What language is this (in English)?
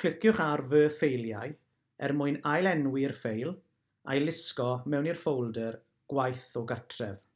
Welsh